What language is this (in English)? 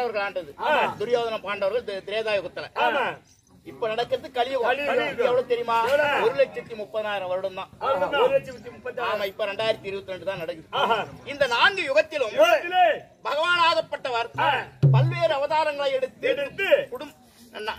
Tamil